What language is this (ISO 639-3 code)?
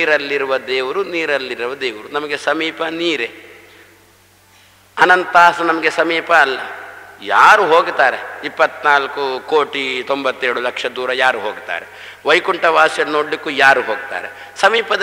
kan